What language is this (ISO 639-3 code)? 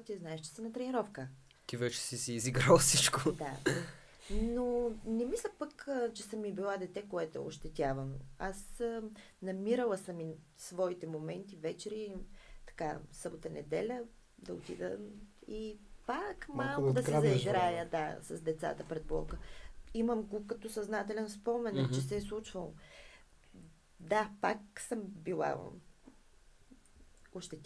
bul